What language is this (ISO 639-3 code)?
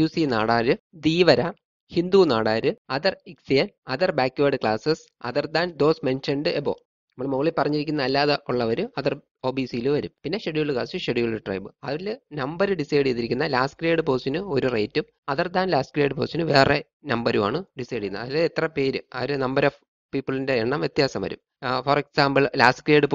mal